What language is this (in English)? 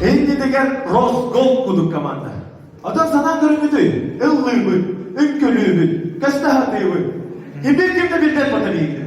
Yakut